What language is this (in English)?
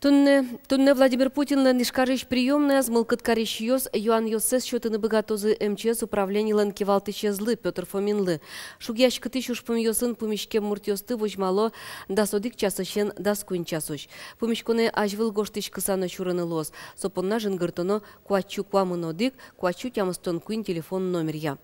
Udmurt